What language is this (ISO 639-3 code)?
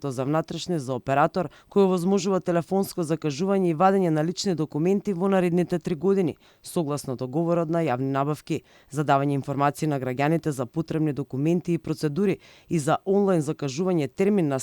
mkd